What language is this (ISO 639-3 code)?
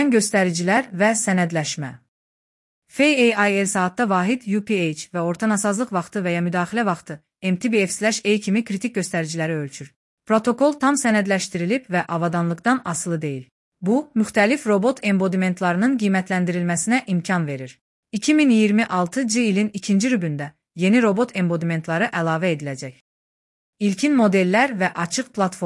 aze